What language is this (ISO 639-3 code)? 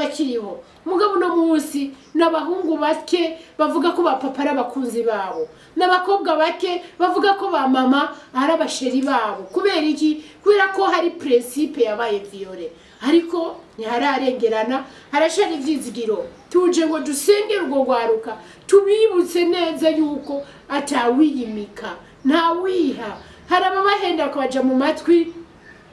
run